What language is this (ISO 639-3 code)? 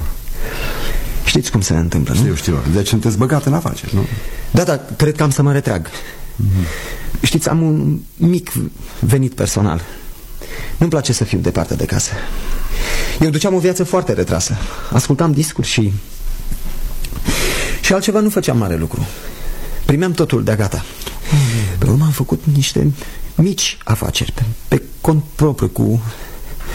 ron